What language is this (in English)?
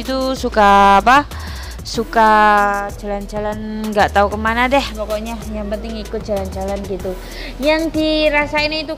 Indonesian